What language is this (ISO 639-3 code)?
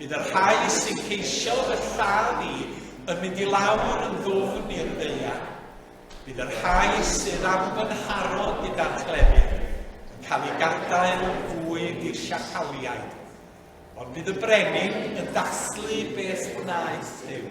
cym